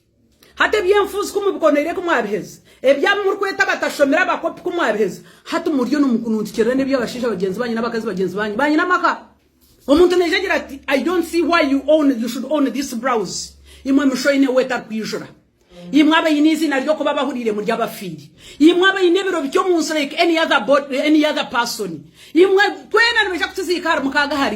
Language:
Nyankole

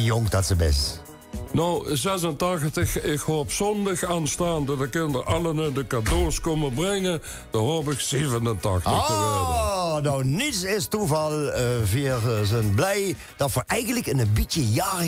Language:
Limburgish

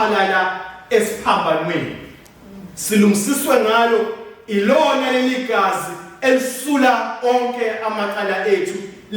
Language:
Zulu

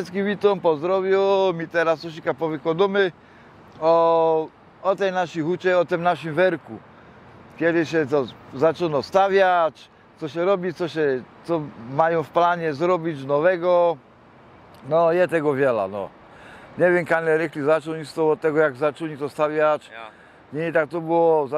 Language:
Silesian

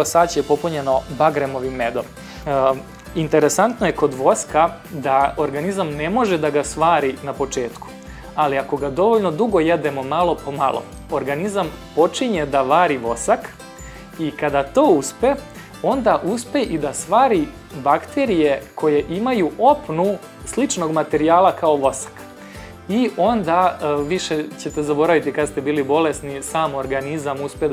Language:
Serbian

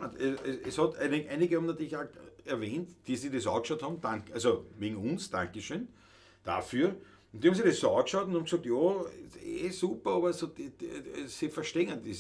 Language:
Bavarian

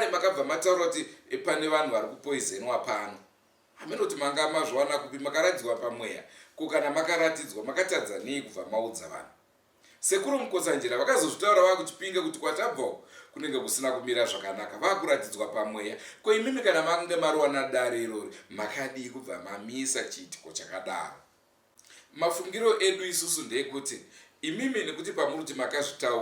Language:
Shona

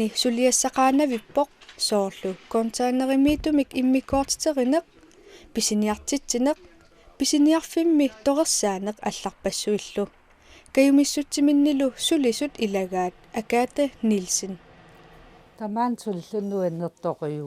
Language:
Kalaallisut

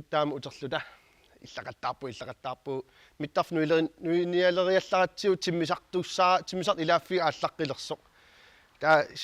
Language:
Kalaallisut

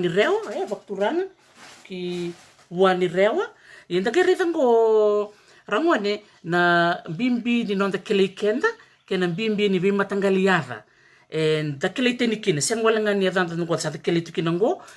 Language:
Fijian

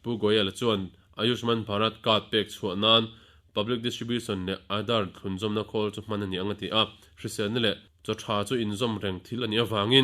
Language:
Mizo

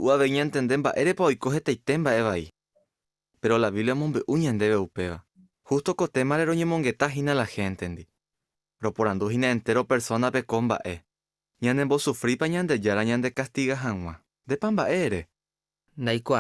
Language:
Guarani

